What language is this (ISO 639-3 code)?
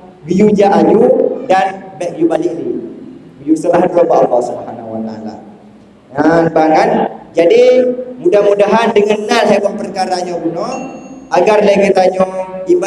ace